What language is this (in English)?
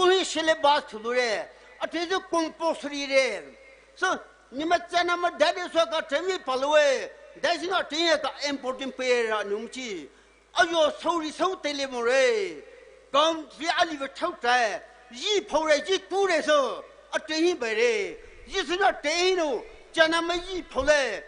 Poumei Naga